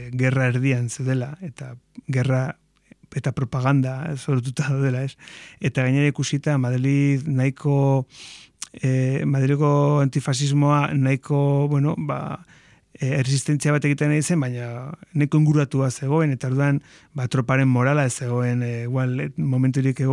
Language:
Basque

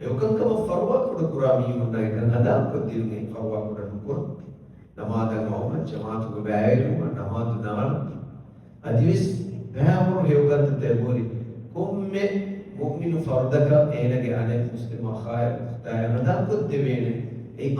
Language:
Divehi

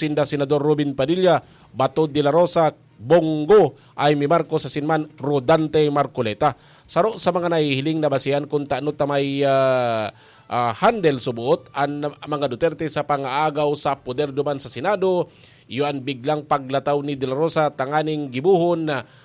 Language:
Bikol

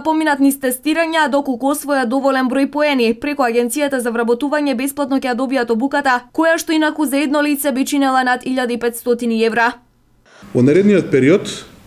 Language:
Macedonian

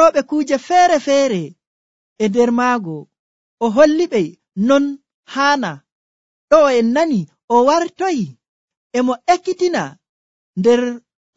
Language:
Nigerian Fulfulde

